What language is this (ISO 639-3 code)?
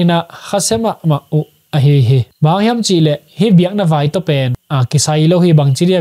ctd